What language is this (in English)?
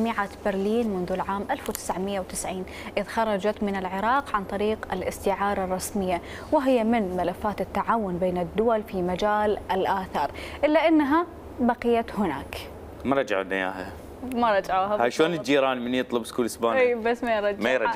Mesopotamian Arabic